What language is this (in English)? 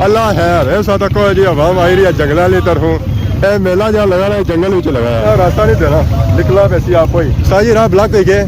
Pahari-Potwari